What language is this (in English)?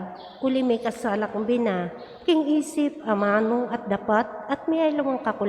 Pampanga